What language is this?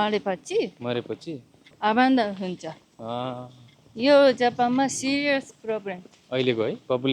Nepali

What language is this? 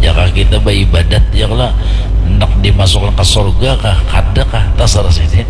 Banjar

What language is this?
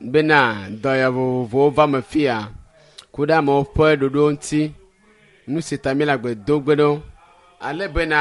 Ewe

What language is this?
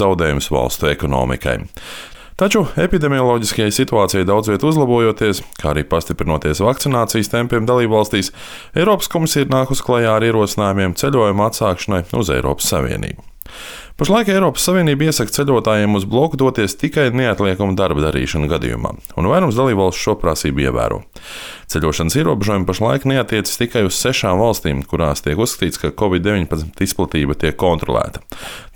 Latvian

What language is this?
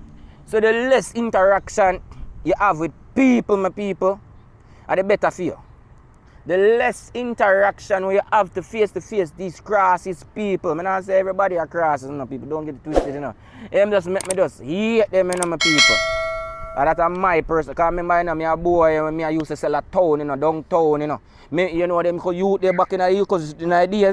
Jamaican Creole English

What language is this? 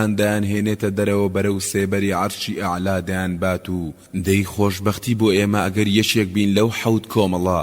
Central Kurdish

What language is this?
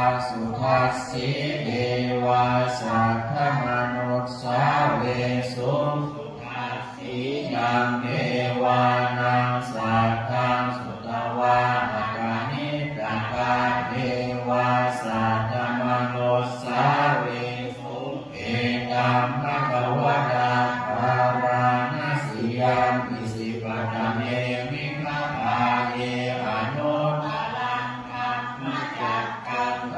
Pali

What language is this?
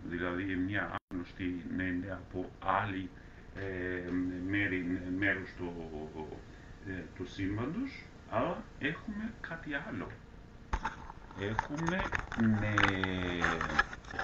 Greek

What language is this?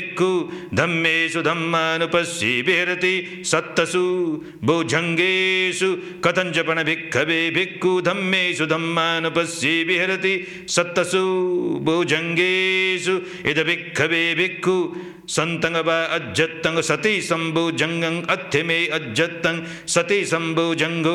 Pali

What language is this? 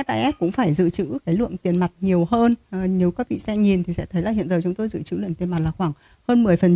Vietnamese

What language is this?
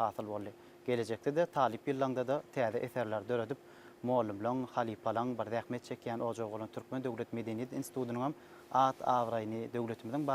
Turkmen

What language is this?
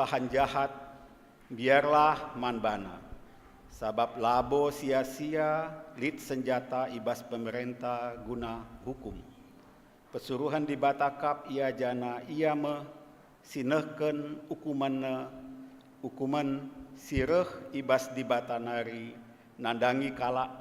Batak Karo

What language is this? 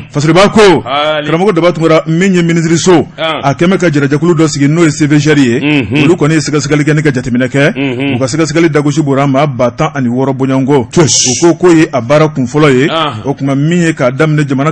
Bambara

